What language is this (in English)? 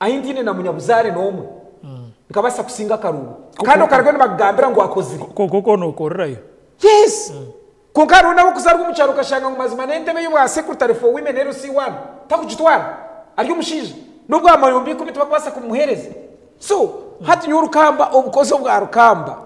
Nyankole